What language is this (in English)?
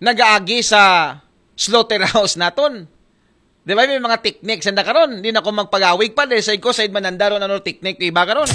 Aklanon